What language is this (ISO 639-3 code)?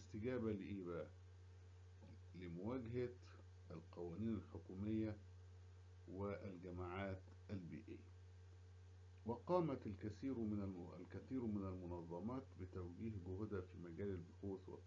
arz